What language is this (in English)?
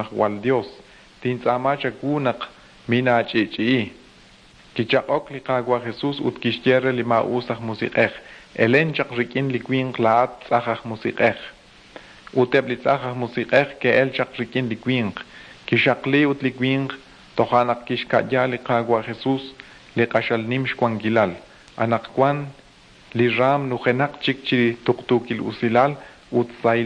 Kekchí